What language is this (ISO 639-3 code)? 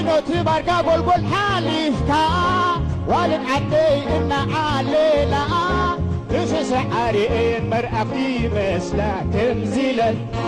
tir